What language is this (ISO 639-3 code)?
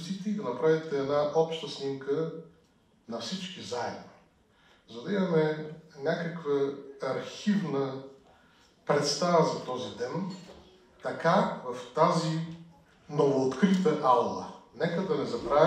bul